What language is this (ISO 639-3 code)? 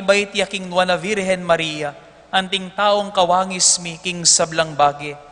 pam